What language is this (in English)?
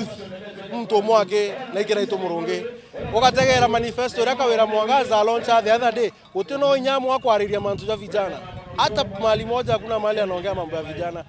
Meru